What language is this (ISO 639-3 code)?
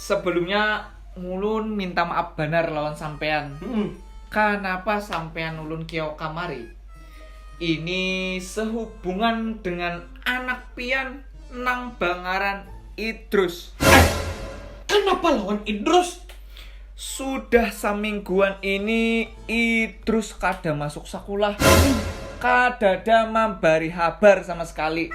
bjn